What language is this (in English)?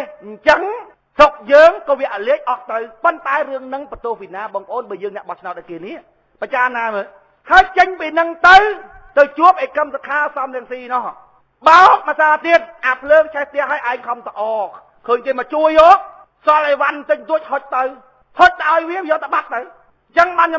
Khmer